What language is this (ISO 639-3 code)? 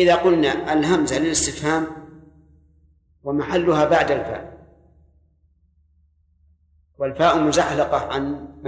ara